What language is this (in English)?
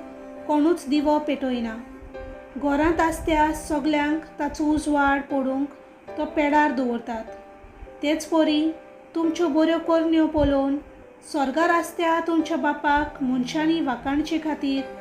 Konkani